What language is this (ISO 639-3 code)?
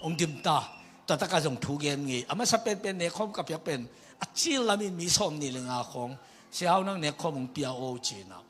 ctd